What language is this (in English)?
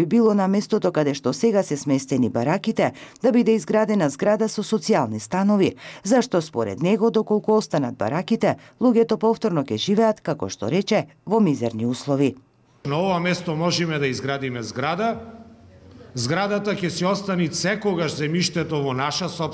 Macedonian